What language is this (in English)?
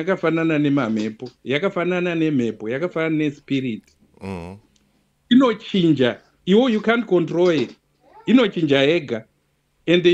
Shona